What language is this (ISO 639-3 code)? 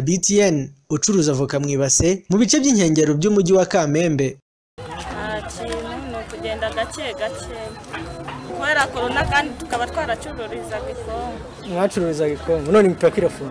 kin